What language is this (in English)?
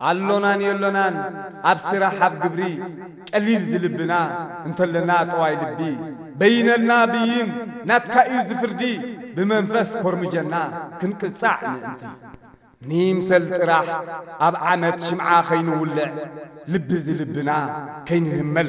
Tigrinya